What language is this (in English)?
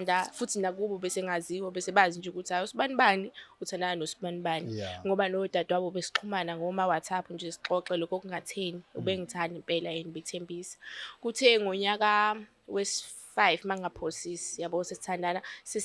Zulu